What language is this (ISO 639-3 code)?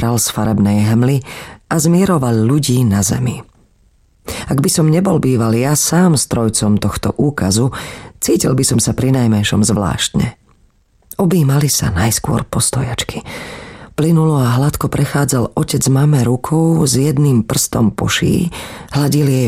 slk